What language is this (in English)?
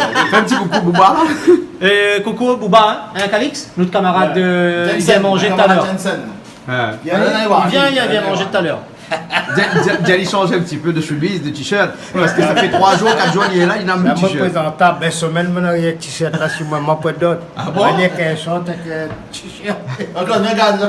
Réunion Creole French